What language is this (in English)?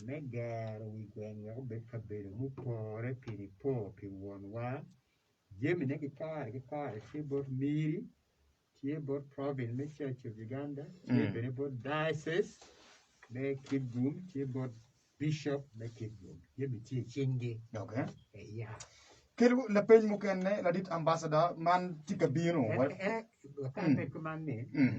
Acoli